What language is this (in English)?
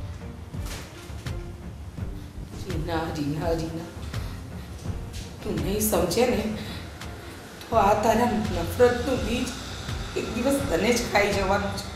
Gujarati